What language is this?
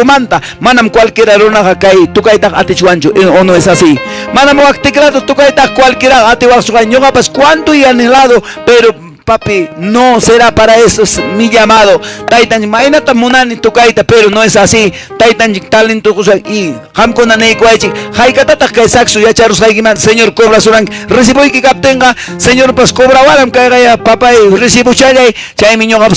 Quechua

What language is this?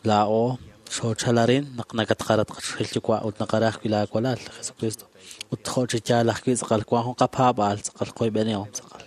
Kekchí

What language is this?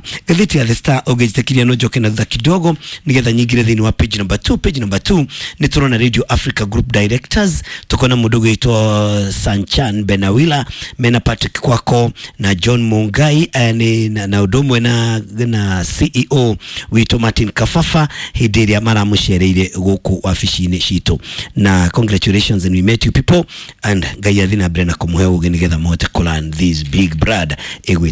Kikuyu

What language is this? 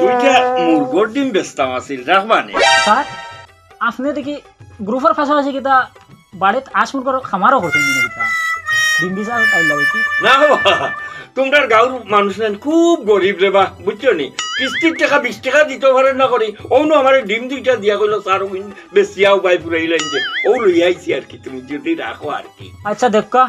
Sylheti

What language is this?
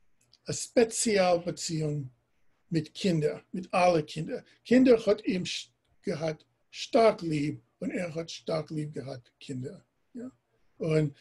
Yiddish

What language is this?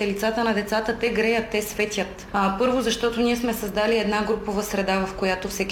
Bulgarian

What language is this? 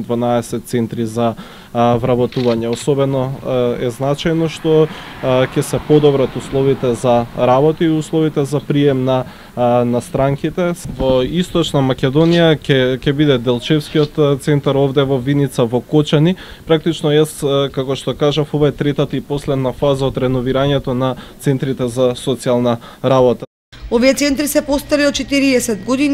Macedonian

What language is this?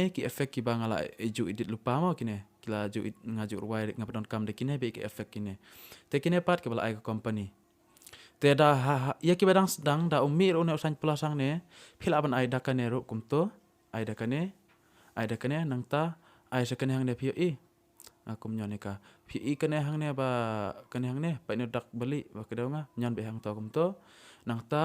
Khasi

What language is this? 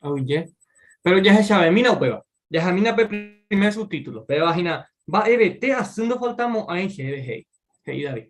Guarani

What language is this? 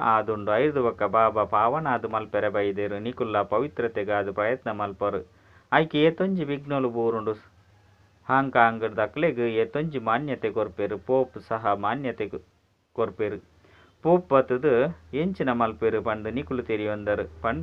Tulu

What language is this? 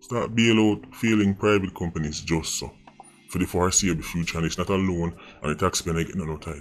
Jamaican Creole English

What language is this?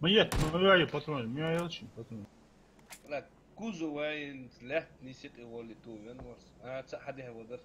Ingush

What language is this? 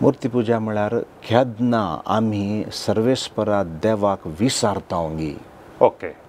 Konkani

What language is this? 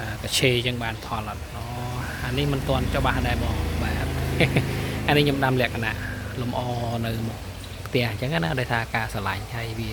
Khmer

